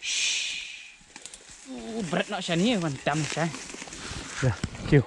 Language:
Khasi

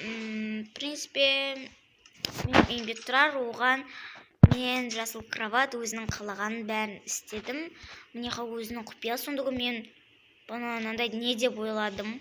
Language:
Kazakh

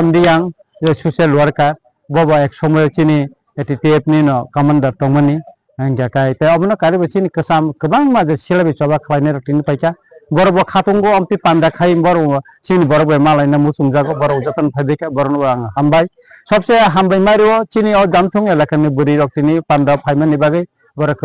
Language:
Riang (India)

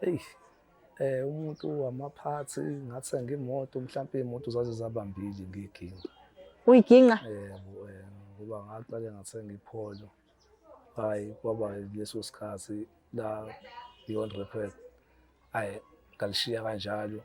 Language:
Zulu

